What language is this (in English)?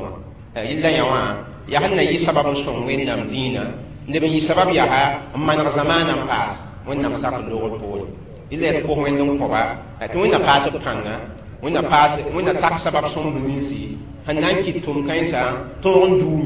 Mossi